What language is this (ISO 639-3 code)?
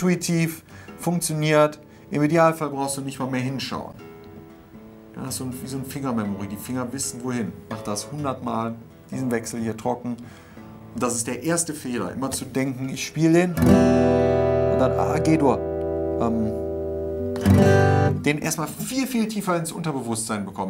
deu